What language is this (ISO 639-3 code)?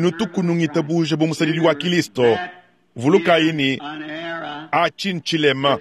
lua